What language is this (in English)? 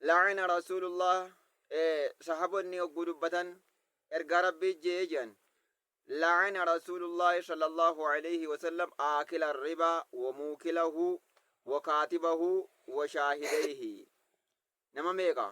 Oromo